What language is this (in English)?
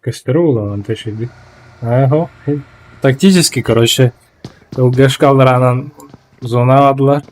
Yakut